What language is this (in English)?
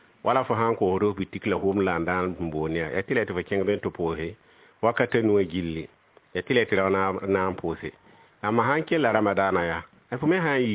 Mossi